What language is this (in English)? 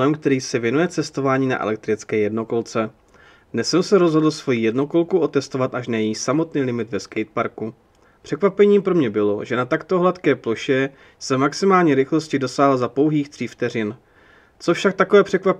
Czech